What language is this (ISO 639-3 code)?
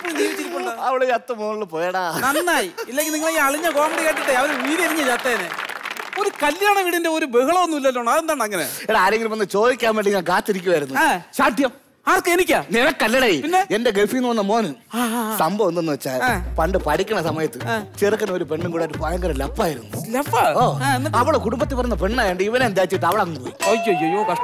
mal